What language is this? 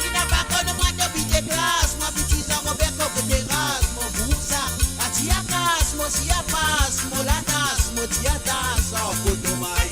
Morisyen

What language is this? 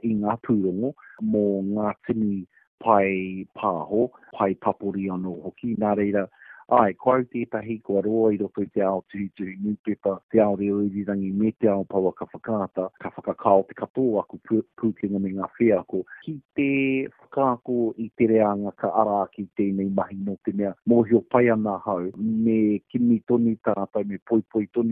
Māori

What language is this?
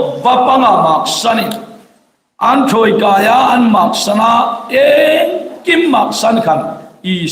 Hmar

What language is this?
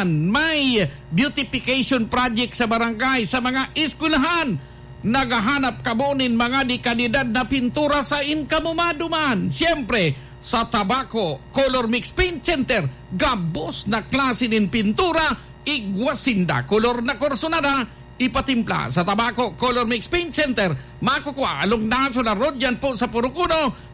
Bikol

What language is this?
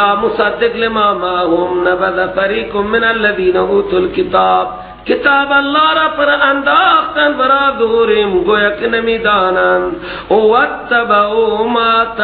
Persian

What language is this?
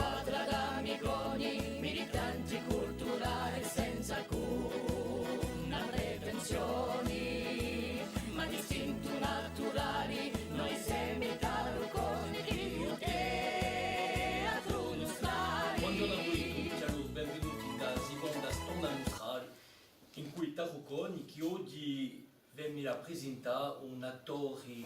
Corsican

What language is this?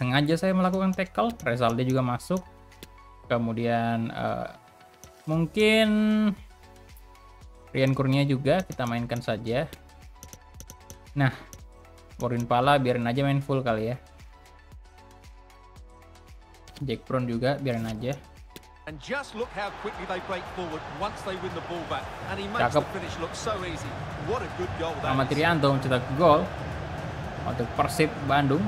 Indonesian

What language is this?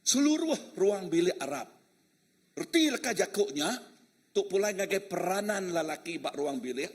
Iban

